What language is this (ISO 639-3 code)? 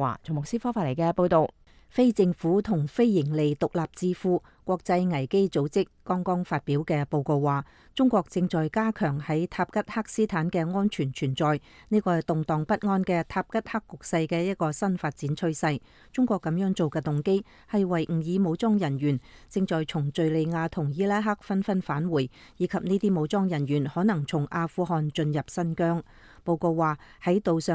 yue